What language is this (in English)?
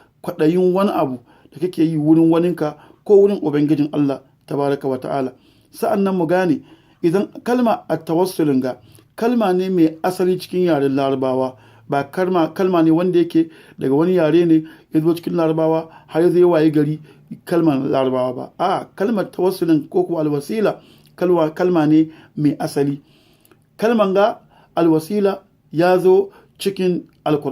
Hausa